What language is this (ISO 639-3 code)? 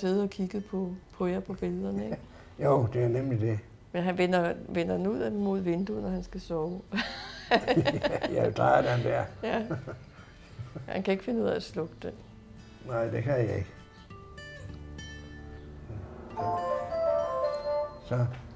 dan